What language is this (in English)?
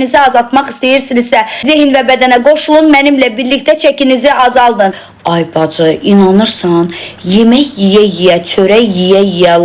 Azerbaijani